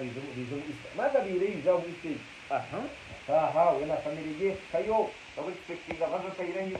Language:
Nyankole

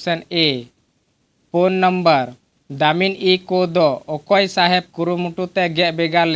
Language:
Santali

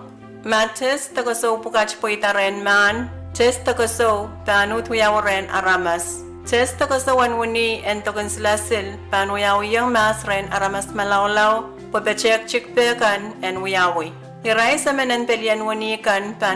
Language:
Pohnpeian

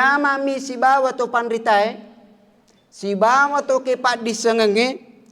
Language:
Buginese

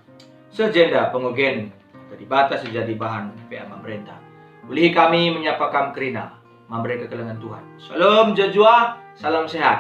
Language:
Batak Karo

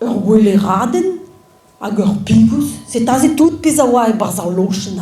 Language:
Breton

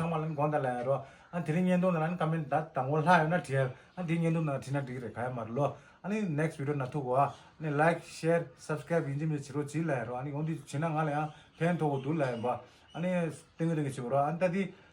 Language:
Tibetan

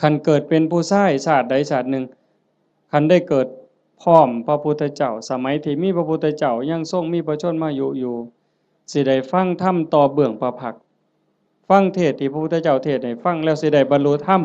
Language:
Lao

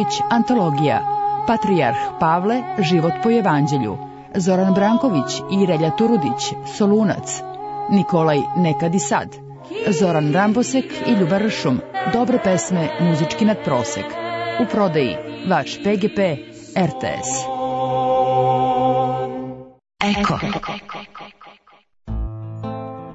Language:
Serbian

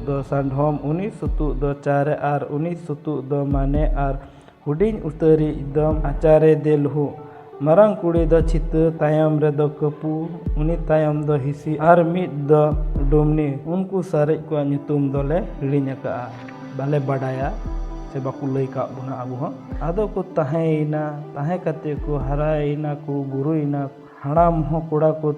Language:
Santali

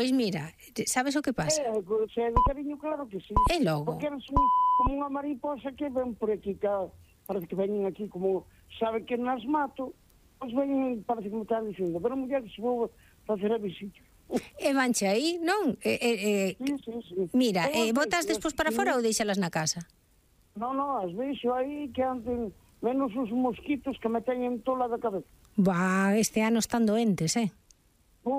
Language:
Galician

